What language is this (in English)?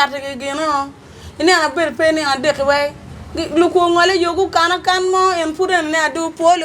Acoli